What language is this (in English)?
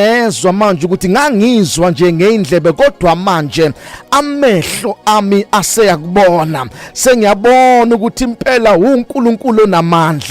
Zulu